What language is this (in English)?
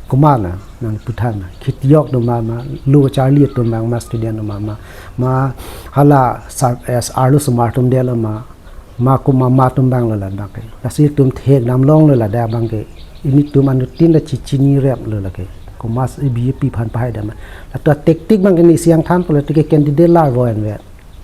Karbi